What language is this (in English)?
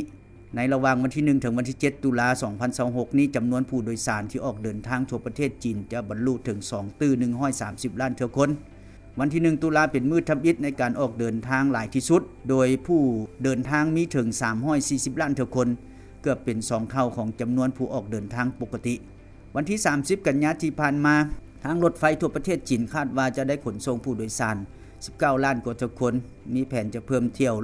Lao